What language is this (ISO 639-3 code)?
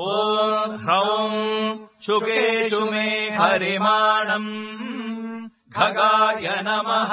san